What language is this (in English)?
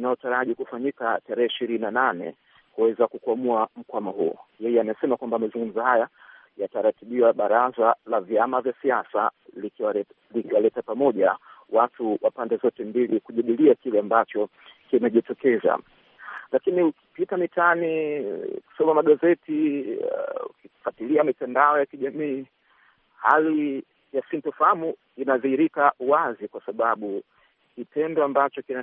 Swahili